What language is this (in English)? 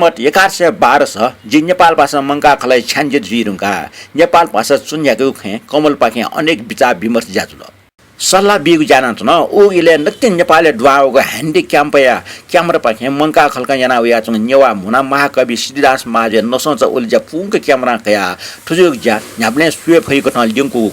Newari